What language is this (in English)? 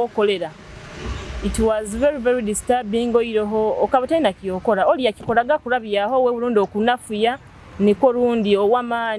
Nyoro